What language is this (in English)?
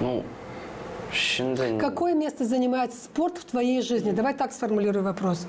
Gagauz